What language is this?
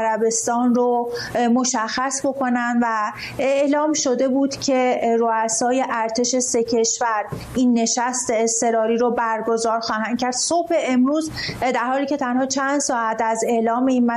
Persian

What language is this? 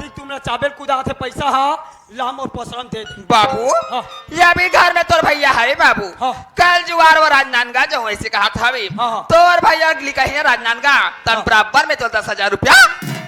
Chhattisgarhi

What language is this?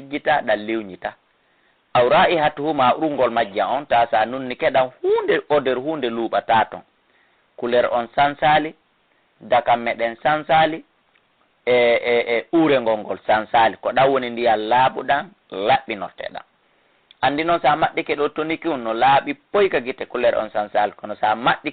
Fula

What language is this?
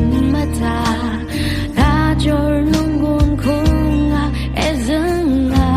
Rawang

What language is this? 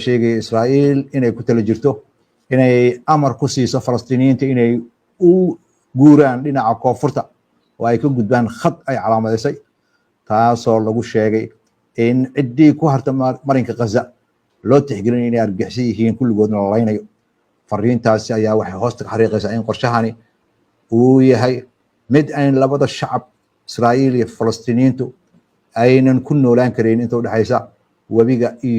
Somali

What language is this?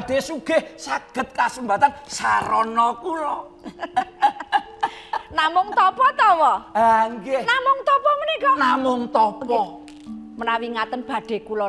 Javanese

